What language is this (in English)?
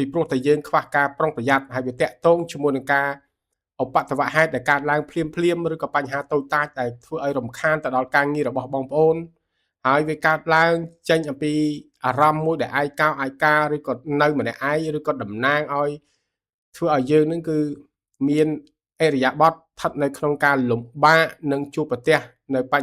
Khmer